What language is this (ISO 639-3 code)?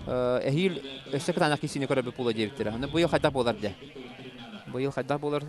sah